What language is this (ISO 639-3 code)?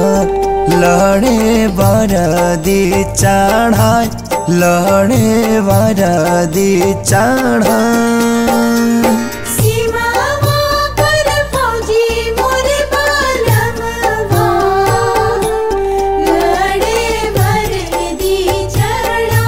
bho